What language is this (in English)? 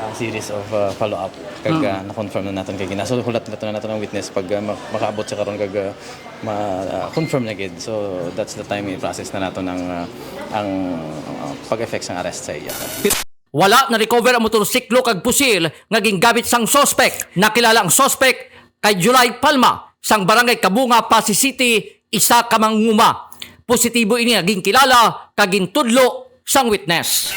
Hiligaynon